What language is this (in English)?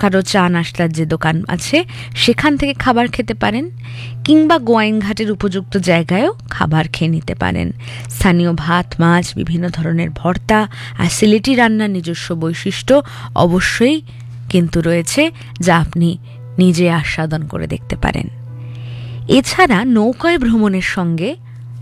Bangla